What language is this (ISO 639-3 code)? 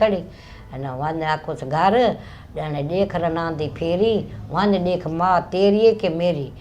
skr